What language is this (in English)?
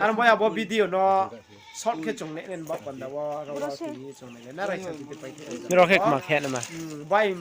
Riang (India)